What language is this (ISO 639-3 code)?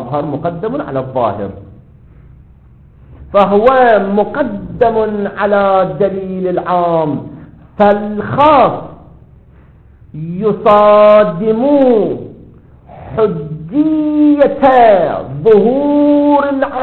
ara